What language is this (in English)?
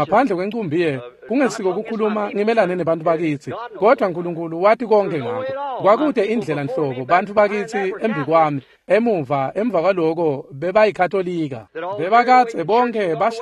Swati